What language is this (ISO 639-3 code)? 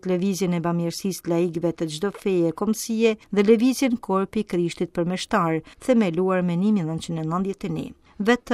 sqi